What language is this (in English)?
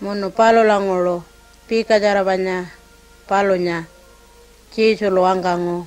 Pitjantjatjara